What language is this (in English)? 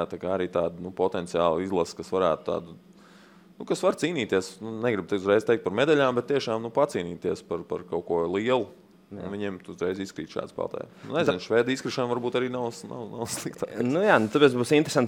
Latvian